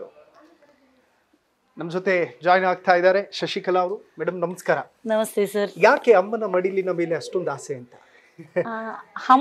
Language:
Kannada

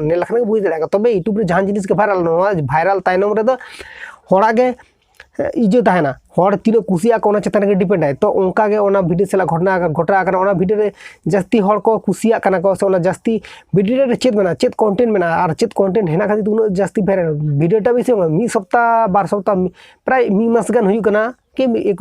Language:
Santali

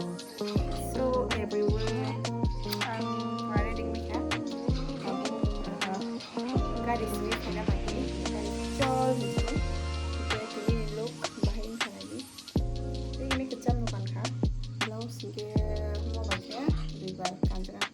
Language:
Kok Borok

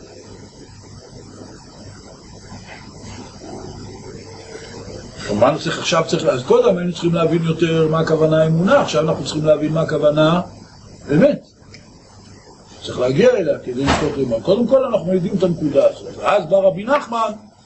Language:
Hebrew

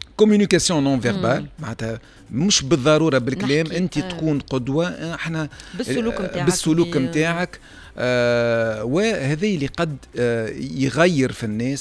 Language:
Tunisian Arabic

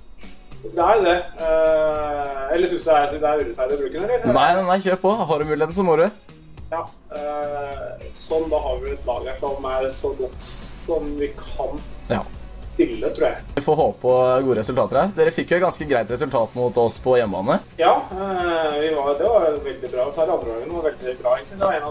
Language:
Norwegian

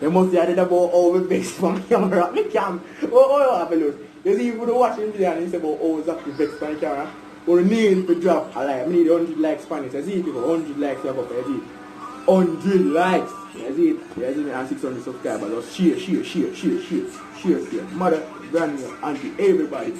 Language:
Jamaican Creole English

